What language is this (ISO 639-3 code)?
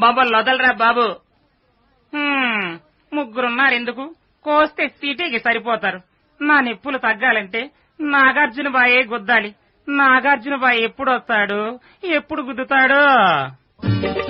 tel